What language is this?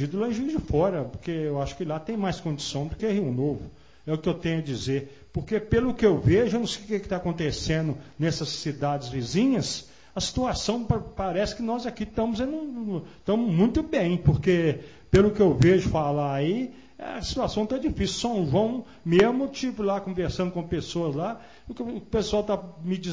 Portuguese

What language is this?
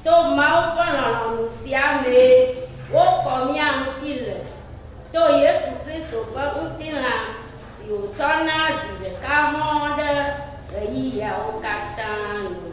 Ewe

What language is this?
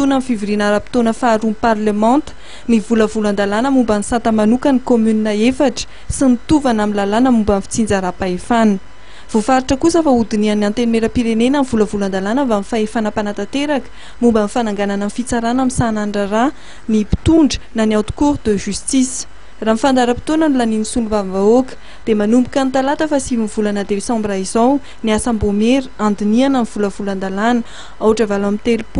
Malagasy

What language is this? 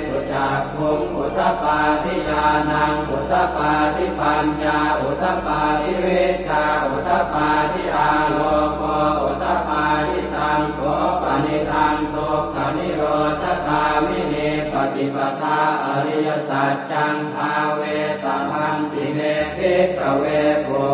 Pali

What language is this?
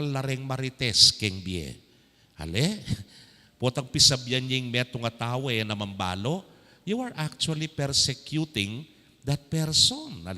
Pampanga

